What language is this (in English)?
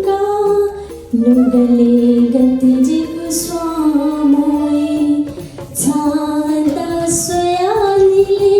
Newari